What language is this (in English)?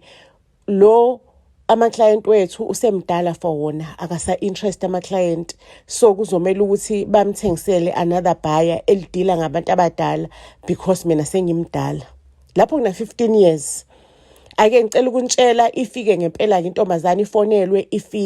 Zulu